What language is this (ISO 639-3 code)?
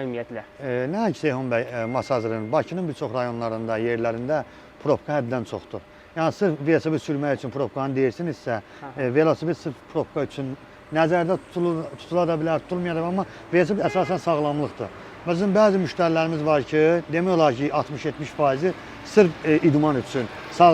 aze